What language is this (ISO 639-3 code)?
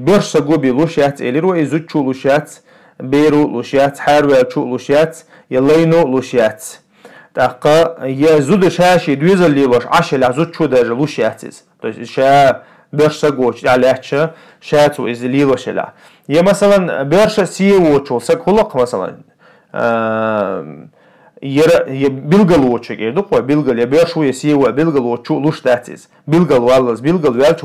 che